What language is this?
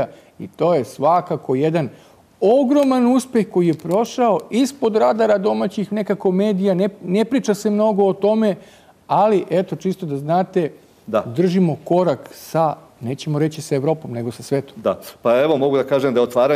Serbian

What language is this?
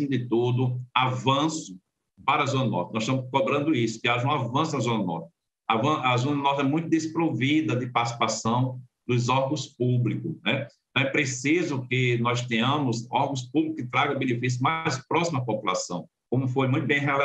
Portuguese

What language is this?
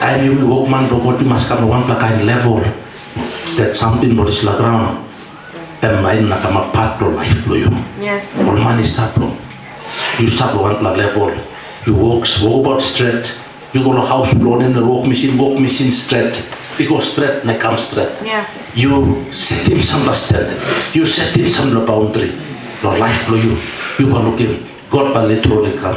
Tok Pisin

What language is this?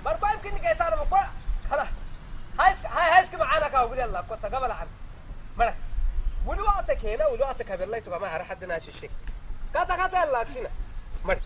Saho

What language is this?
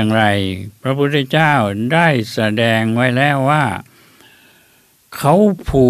Thai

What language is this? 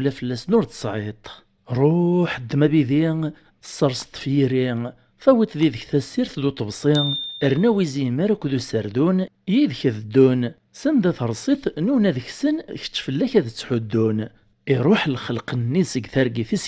Kabyle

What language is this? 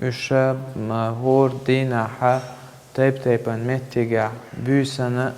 Chechen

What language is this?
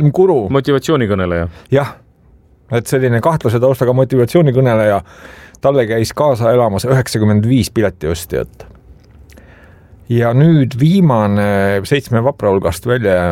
Estonian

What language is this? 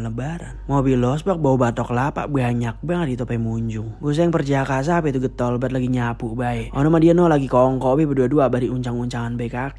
Betawi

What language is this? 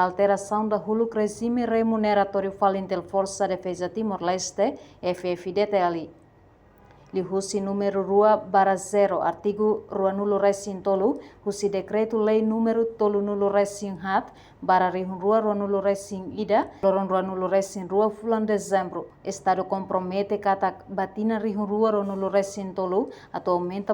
Tetum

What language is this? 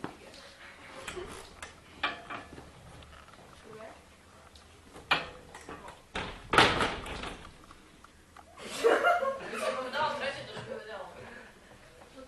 Slovak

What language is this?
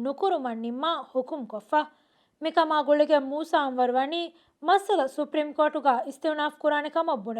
Divehi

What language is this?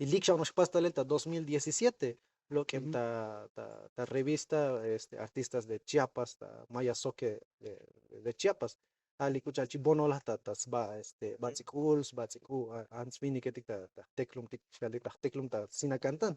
Tzotzil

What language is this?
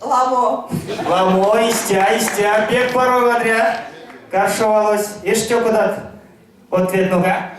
Erzya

